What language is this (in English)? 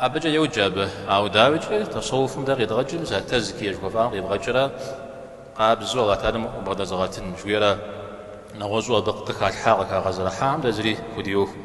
Kabardian